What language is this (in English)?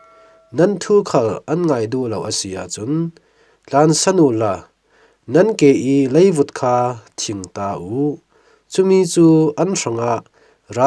Falam Chin